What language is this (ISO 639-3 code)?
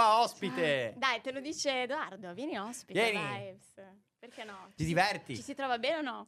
ita